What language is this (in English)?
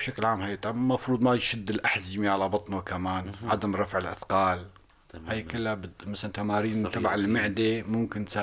North Levantine Arabic